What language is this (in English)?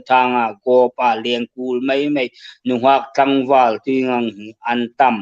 Hmar